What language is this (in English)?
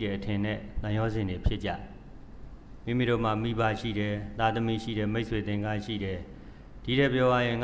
Burmese